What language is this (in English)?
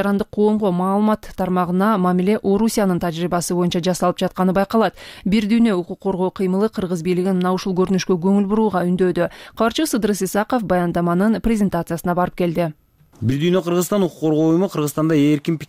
Kyrgyz